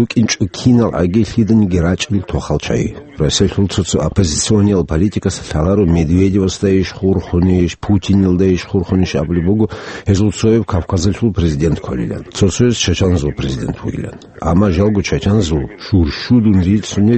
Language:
Avaric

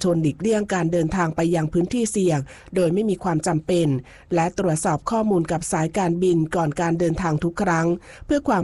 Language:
Thai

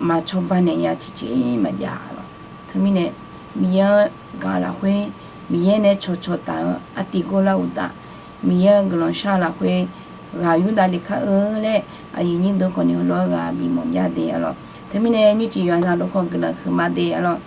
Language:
Akha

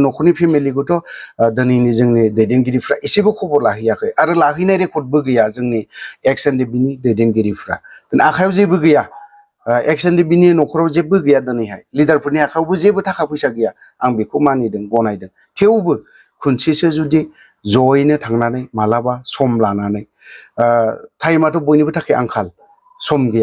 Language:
Bodo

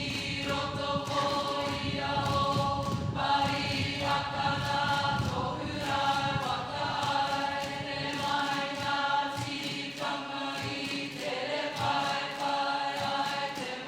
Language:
Māori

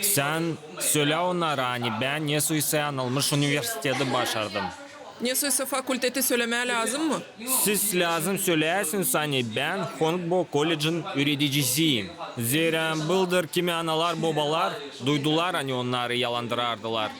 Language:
Gagauz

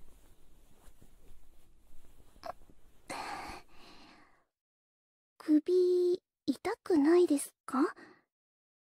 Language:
Japanese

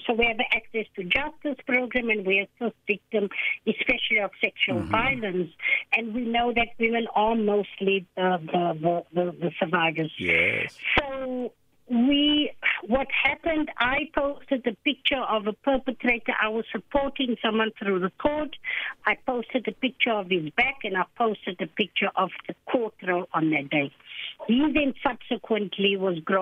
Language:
English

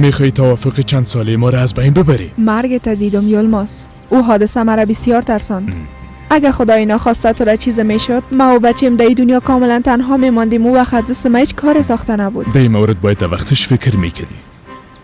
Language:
Persian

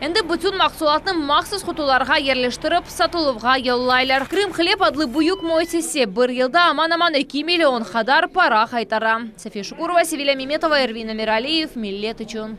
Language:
Crimean Tatar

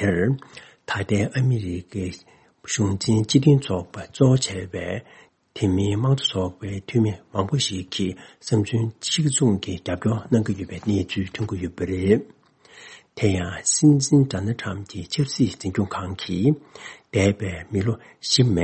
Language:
Tibetan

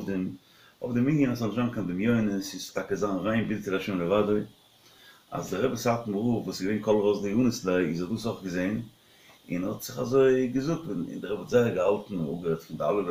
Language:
Yiddish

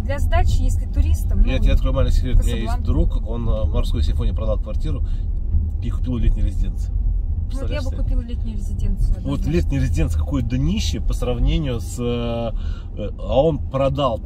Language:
Russian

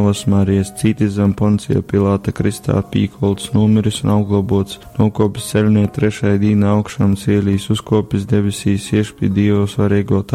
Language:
Latgalian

